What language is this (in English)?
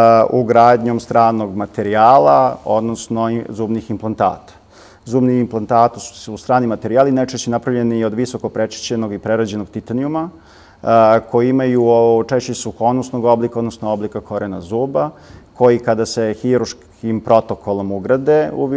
Serbian